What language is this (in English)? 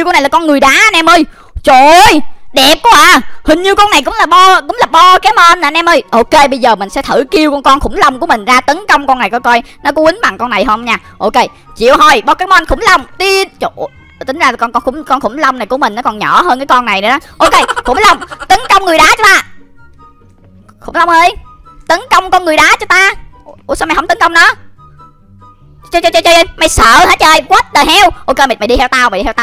Vietnamese